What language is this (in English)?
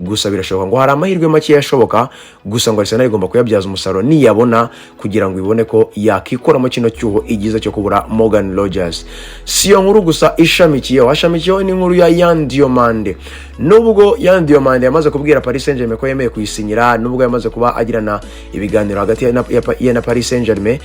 Kinyarwanda